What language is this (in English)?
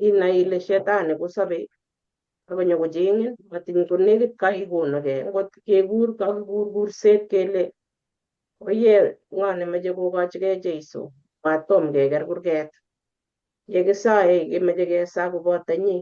Kalenjin